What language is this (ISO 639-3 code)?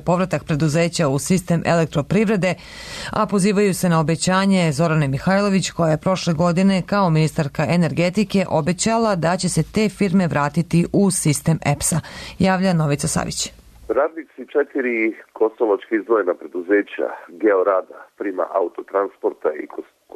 srp